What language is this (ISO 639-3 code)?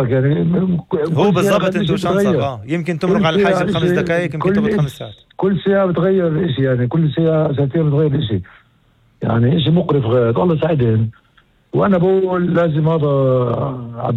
apc